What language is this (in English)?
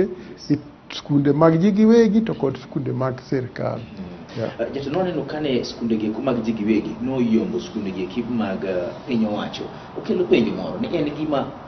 Luo (Kenya and Tanzania)